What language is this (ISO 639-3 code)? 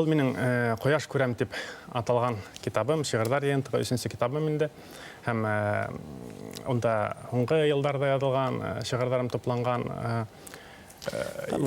bak